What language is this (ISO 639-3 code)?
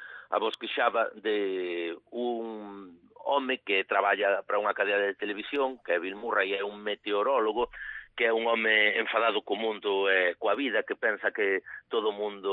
glg